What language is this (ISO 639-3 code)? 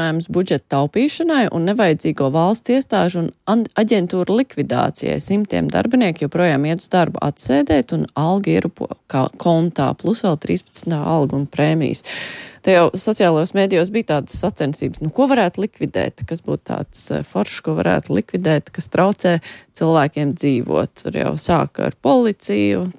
lav